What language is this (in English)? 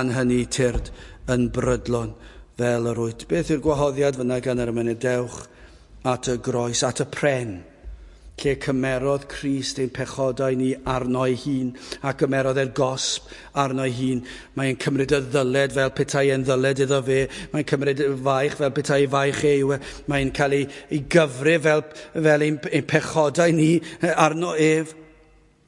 Welsh